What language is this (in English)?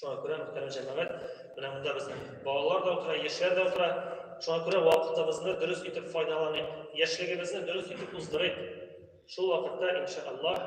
Tatar